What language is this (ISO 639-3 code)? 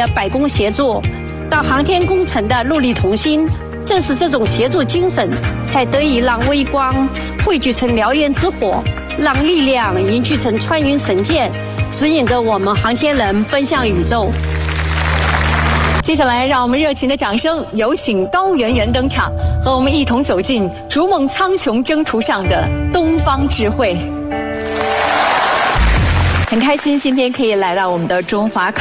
zho